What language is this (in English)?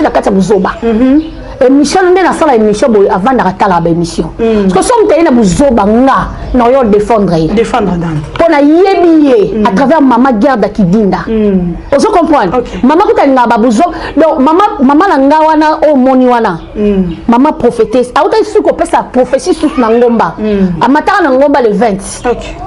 Lingala